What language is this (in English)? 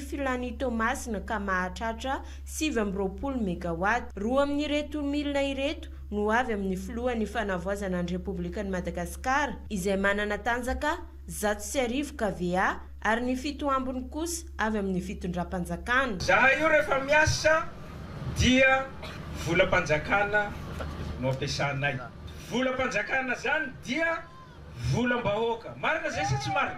Malagasy